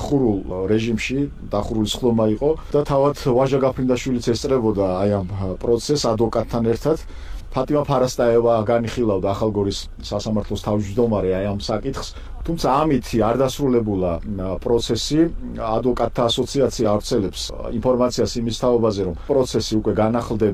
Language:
Georgian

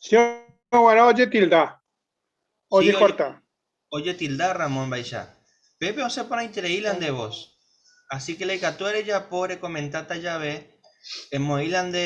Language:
Guarani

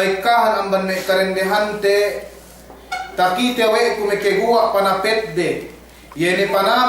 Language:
Yakan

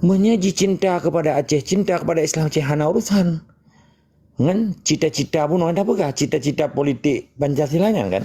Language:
Achinese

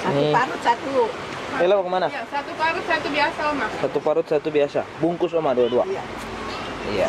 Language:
Ambonese Malay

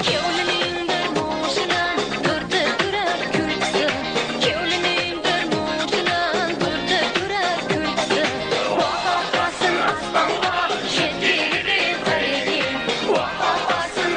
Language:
Kara-Kalpak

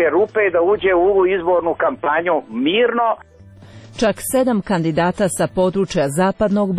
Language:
Serbian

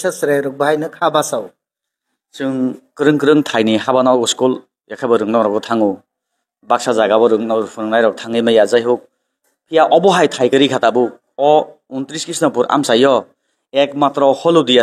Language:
Kok Borok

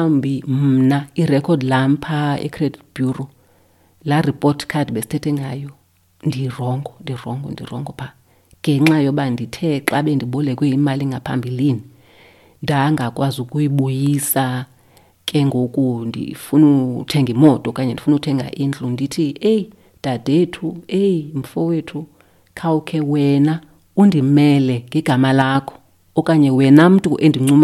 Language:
Xhosa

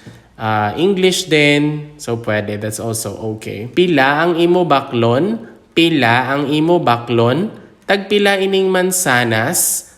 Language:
Hiligaynon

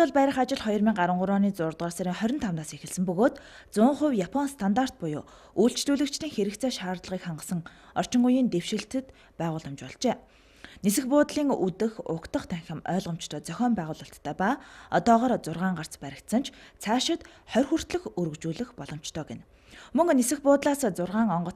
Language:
Mongolian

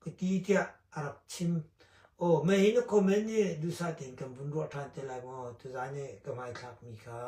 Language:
Hakha Chin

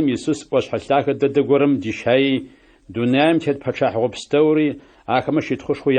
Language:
Adyghe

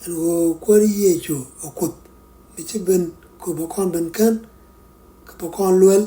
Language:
Nuer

